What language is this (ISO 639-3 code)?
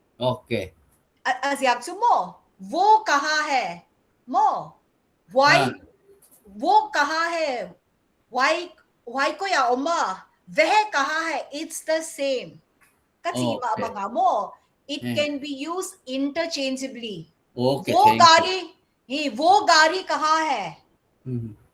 pck